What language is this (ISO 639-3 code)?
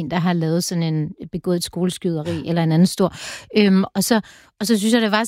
dan